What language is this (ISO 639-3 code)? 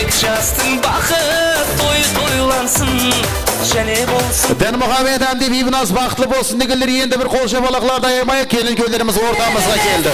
kaa